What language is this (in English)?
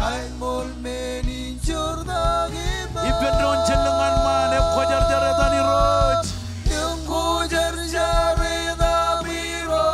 Marshallese